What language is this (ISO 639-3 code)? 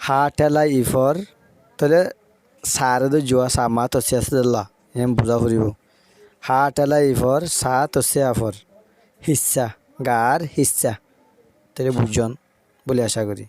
rhg